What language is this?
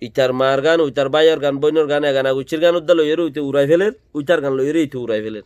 Rohingya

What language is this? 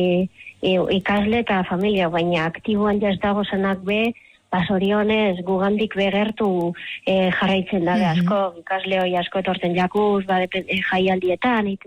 Basque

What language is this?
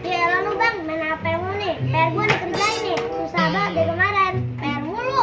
Betawi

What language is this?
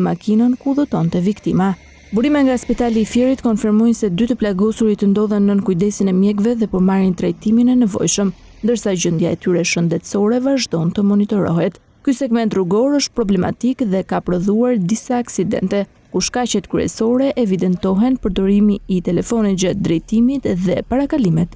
Albanian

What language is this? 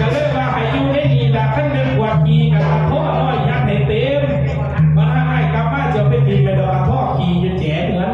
Northeastern Thai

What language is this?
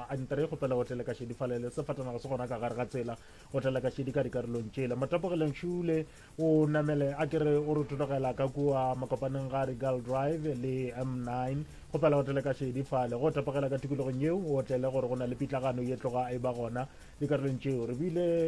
Northern Sotho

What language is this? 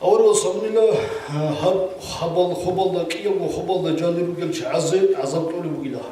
Avaric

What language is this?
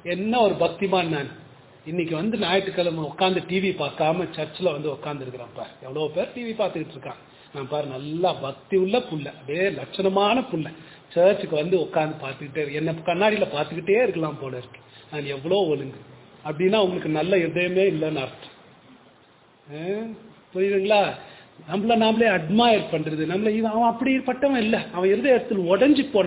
Tamil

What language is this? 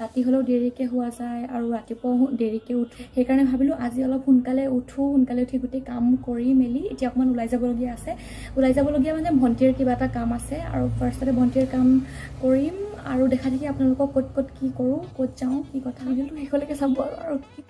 Assamese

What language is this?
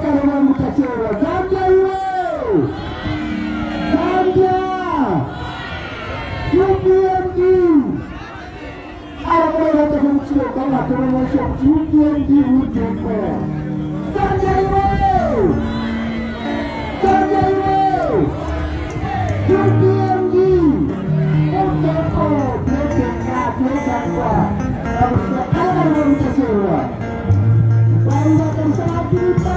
Swahili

